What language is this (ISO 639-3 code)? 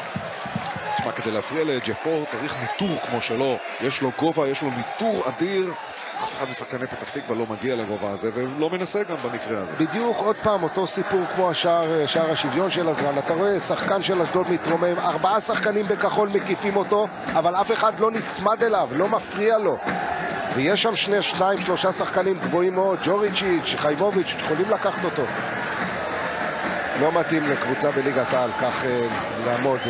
heb